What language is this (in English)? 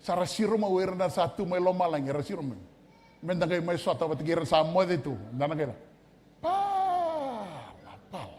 Fijian